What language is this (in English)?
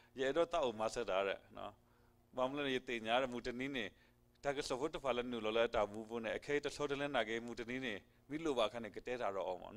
S'gaw Karen